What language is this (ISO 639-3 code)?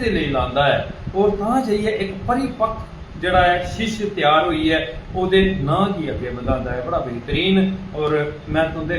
doi